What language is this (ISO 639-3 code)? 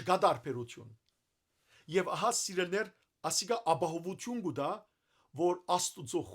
hyw